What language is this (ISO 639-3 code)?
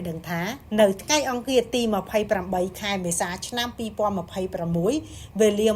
khm